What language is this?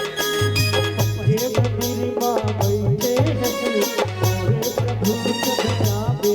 Chhattisgarhi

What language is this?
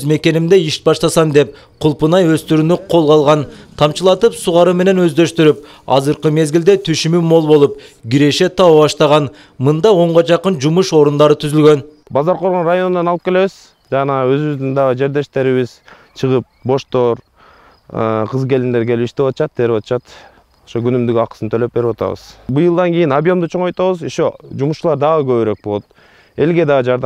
Kyrgyz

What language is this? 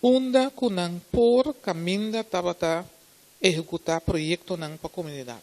Papiamento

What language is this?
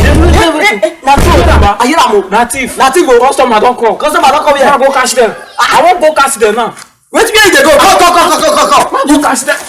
Nigerian Pidgin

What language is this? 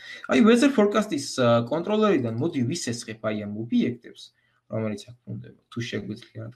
Georgian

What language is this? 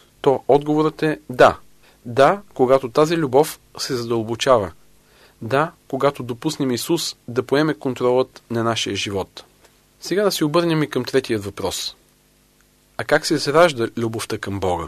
Bulgarian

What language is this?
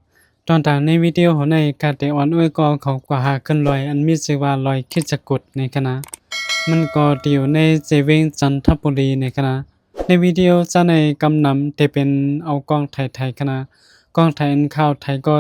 Shan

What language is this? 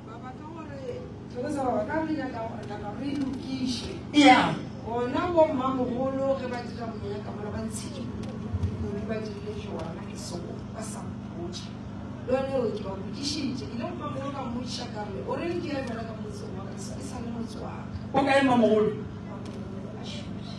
Northern Sotho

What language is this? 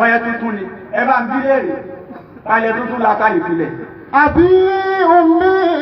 Yoruba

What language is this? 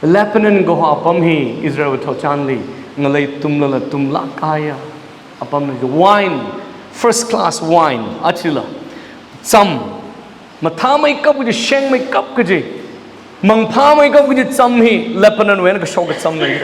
Tangkhul Naga (India)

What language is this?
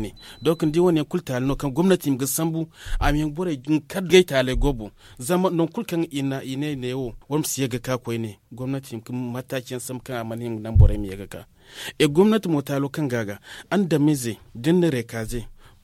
Zarma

